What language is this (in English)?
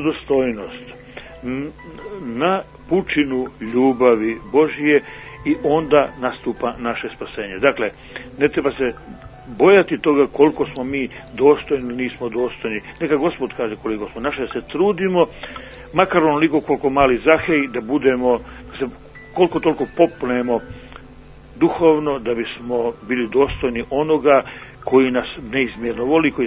Serbian